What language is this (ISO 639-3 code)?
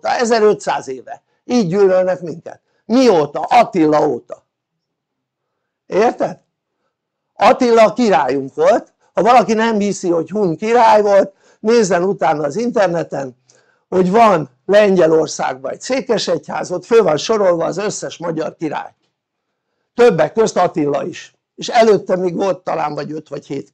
hun